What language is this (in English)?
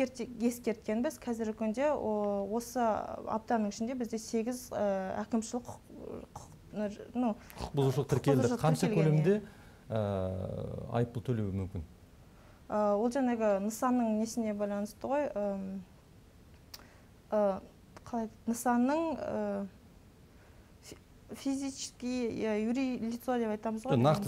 Kazakh